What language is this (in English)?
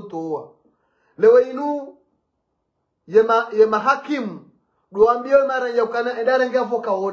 Swahili